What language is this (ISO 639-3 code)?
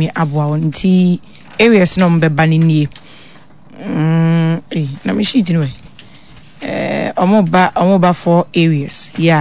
aka